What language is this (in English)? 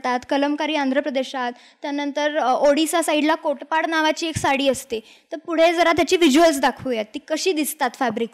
Marathi